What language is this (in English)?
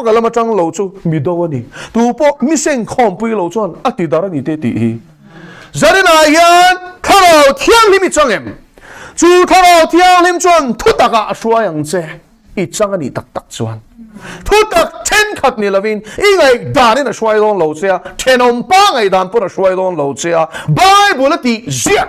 Mizo